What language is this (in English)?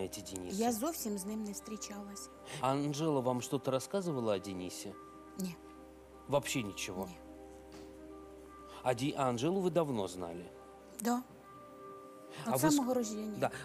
Russian